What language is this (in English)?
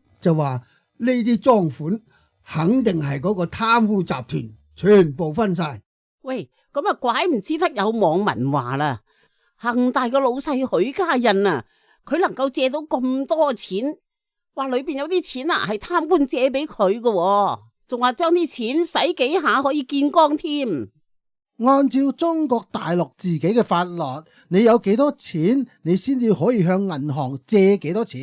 Cantonese